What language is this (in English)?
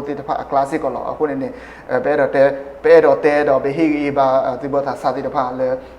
S'gaw Karen